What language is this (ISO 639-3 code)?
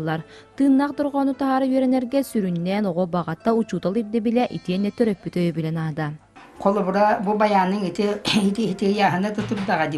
sah